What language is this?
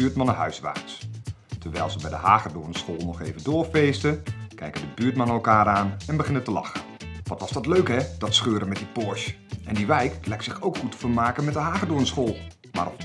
Dutch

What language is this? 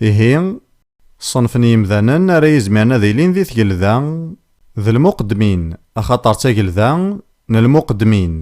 Kabyle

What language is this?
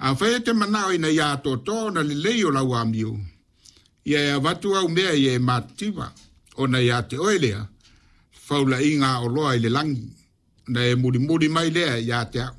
Samoan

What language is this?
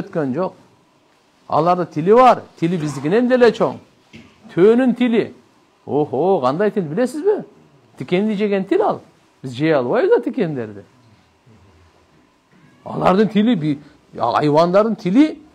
Kyrgyz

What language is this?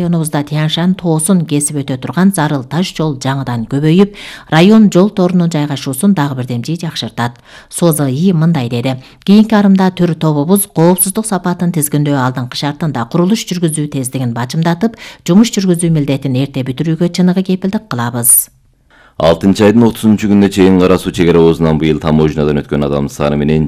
Kyrgyz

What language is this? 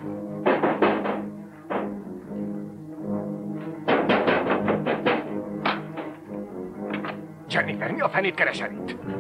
Hungarian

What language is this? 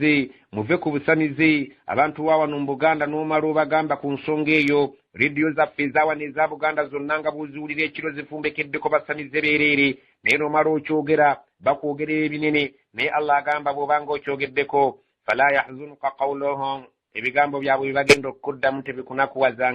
Ganda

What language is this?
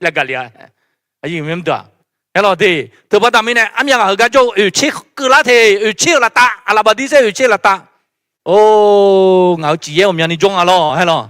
Akha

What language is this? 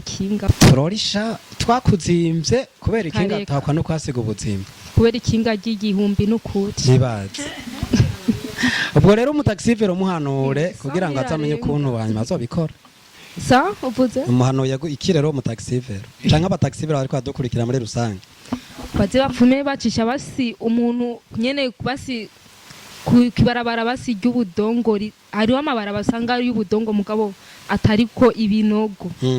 Rundi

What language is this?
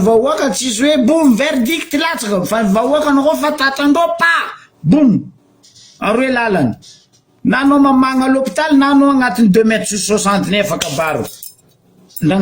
Malagasy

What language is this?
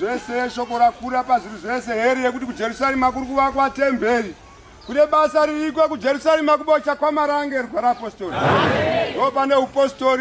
Shona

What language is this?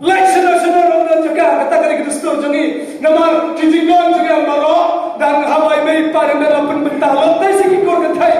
Khasi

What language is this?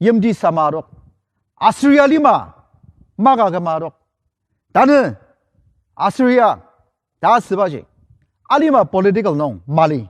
Ao Naga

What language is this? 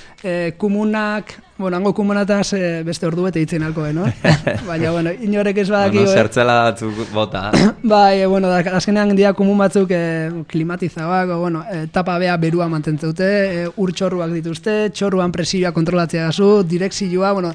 Basque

